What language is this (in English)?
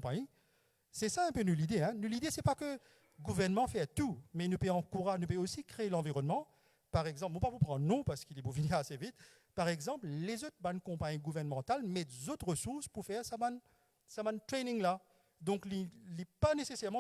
Morisyen